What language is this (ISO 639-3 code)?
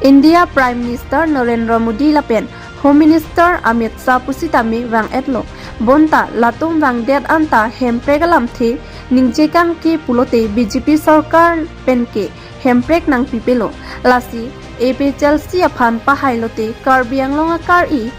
mjw